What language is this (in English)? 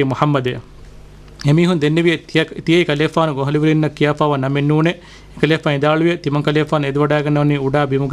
Divehi